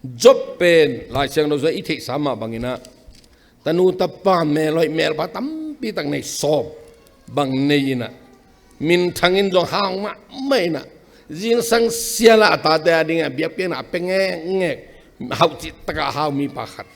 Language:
Tedim Chin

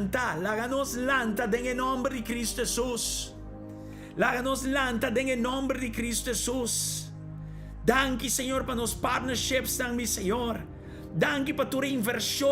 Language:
Papiamento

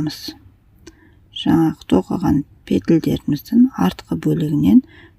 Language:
Kazakh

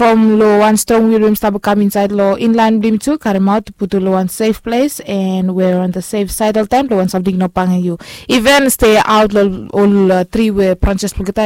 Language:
Bislama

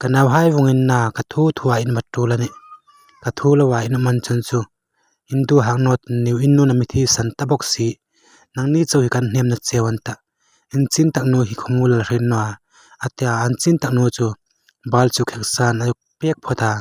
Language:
Hmar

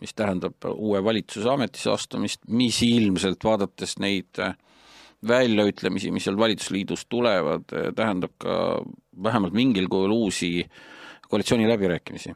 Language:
Estonian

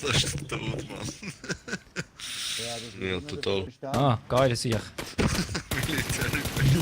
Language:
Swiss German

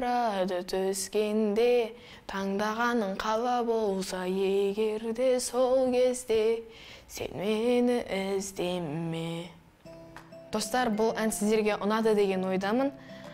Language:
Kazakh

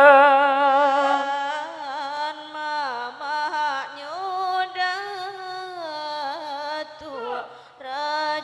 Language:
Minangkabau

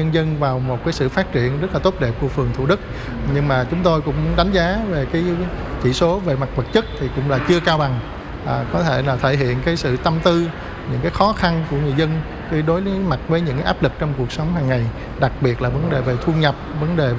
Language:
Vietnamese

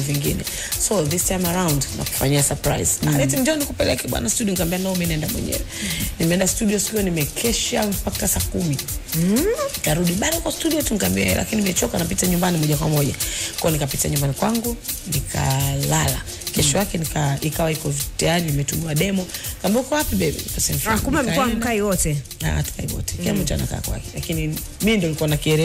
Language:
Swahili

